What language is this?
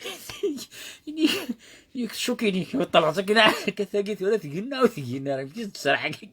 Kabyle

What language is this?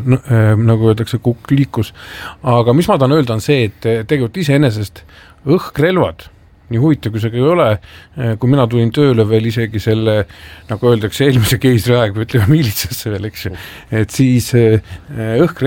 Estonian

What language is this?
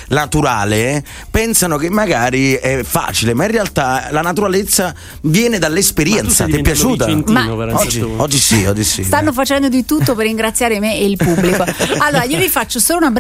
Italian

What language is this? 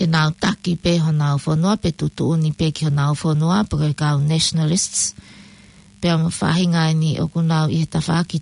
Tongan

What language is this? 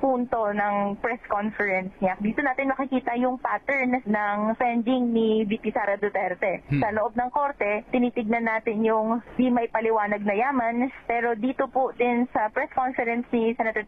Filipino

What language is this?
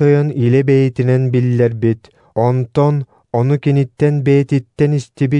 Yakut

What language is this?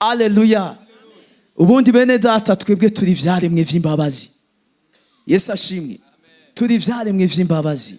Rundi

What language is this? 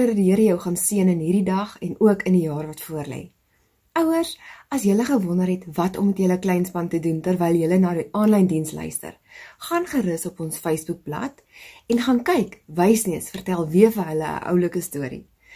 Afrikaans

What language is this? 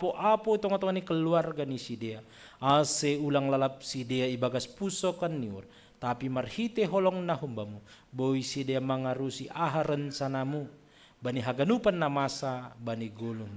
Batak Simalungun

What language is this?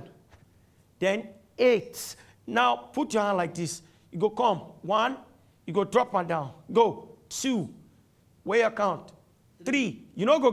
Nigerian Pidgin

